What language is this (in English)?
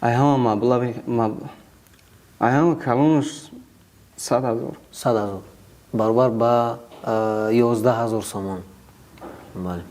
Tajik